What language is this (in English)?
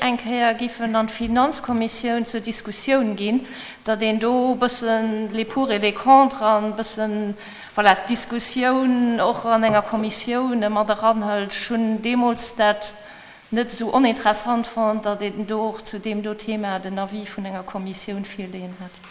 Luxembourgish